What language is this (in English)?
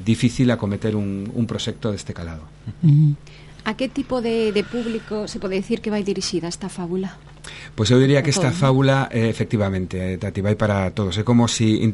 Galician